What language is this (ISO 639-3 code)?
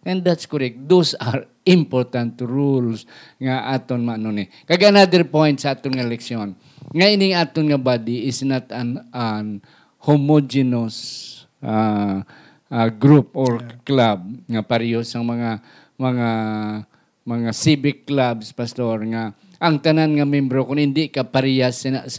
hil